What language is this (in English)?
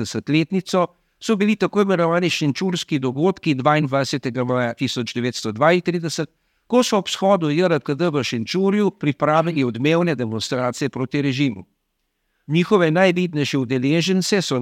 Slovenian